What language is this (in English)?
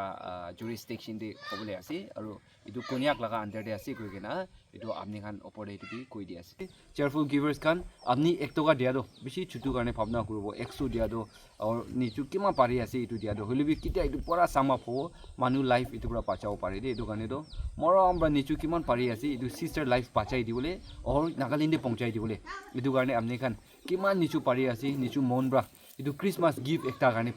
Naga Pidgin